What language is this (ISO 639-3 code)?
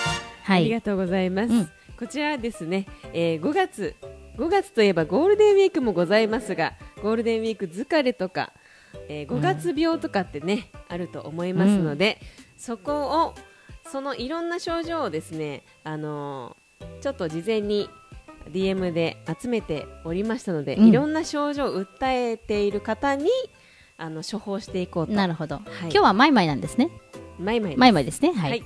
jpn